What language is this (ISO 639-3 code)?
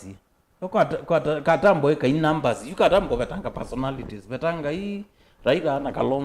kam